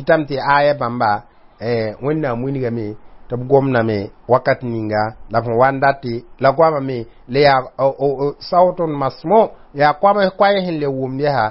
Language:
Mossi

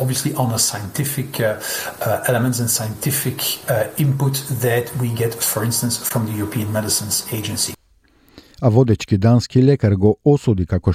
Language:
Macedonian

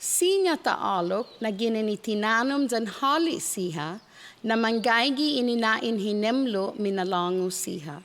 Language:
Chamorro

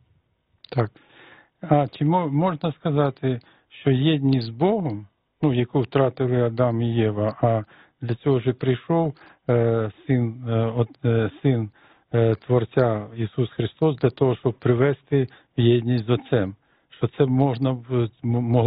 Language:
Ukrainian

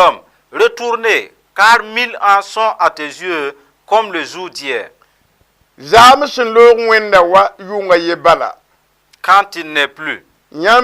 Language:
Mossi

